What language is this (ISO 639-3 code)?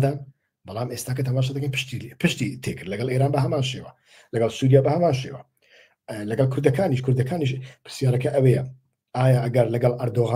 ckb